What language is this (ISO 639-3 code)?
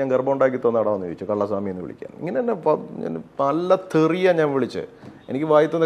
mal